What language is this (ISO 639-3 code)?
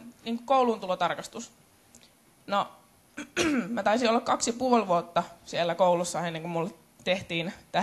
fin